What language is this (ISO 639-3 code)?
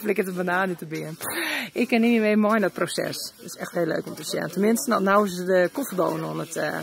fry